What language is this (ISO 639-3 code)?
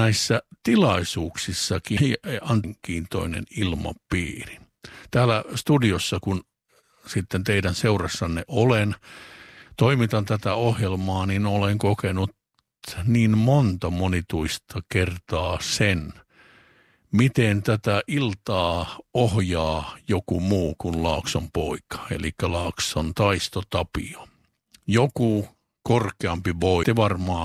fin